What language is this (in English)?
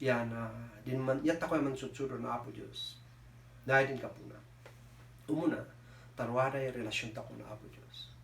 Kankanaey